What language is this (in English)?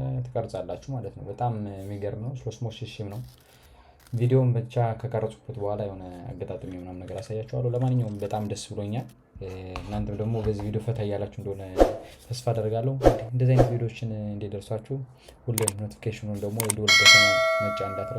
Amharic